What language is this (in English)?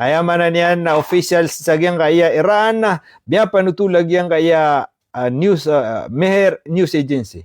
Maranao